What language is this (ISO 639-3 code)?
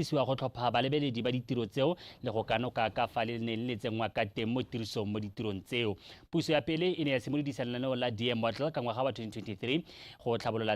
tsn